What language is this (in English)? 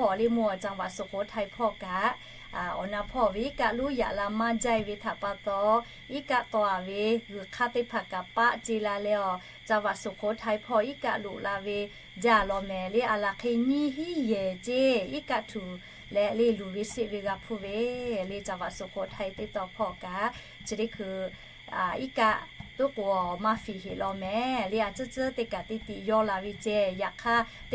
Lahu